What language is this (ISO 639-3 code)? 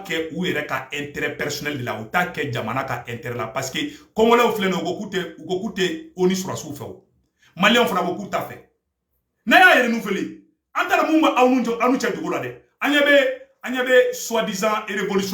bam